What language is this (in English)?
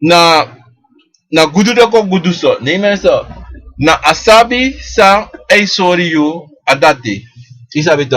Sranan Tongo